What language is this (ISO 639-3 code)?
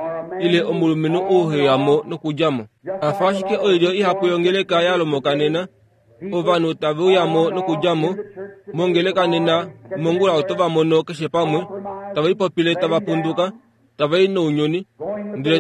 kua